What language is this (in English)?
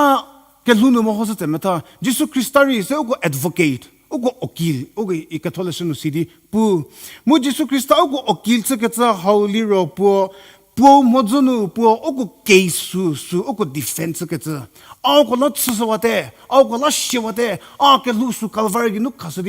Angami Naga